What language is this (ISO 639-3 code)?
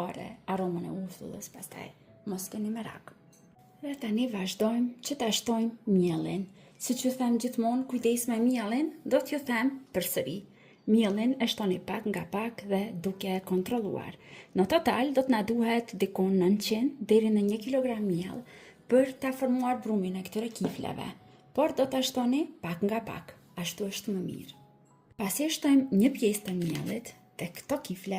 sqi